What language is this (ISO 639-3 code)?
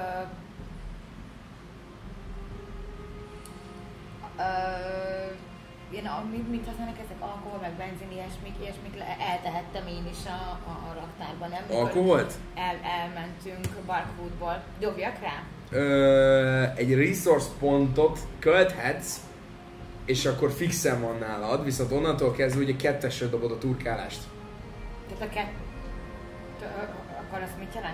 hun